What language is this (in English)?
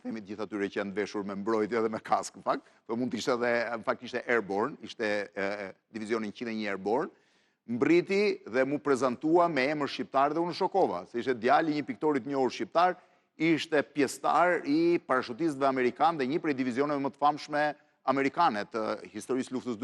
Albanian